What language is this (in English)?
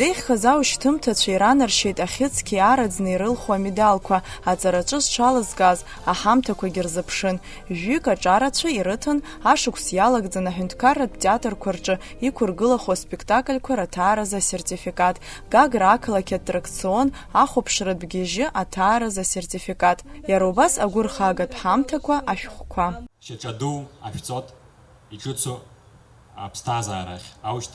Abkhazian